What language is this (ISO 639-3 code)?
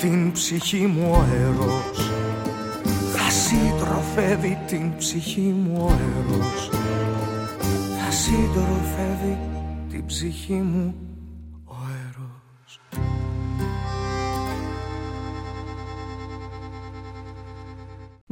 ell